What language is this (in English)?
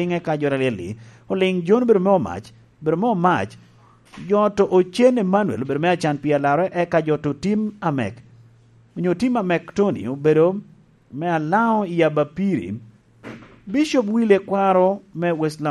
Lango (Uganda)